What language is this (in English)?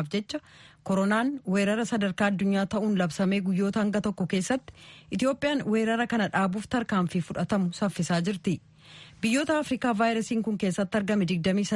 Oromo